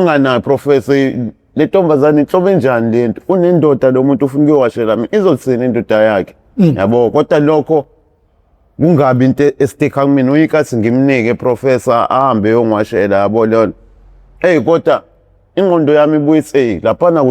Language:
Zulu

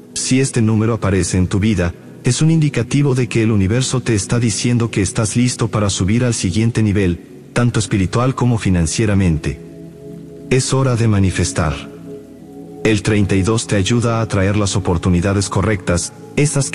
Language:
Spanish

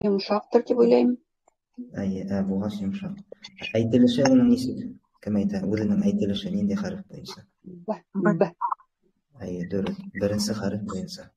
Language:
Bashkir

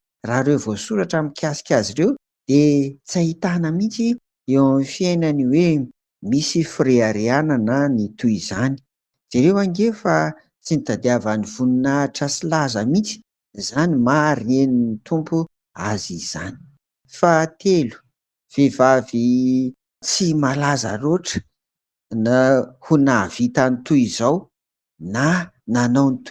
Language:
Malagasy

